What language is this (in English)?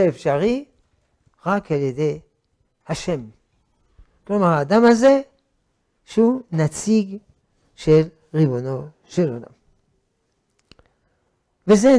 Hebrew